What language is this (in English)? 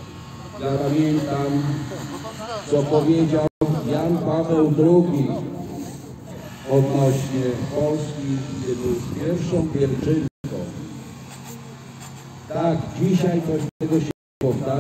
Polish